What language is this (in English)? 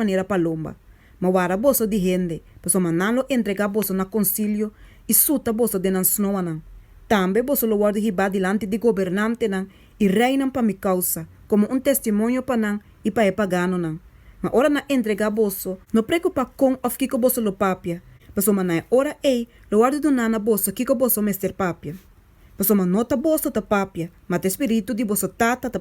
Papiamento